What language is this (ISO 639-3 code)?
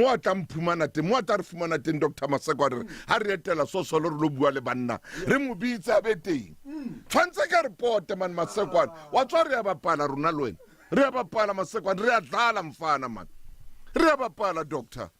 sot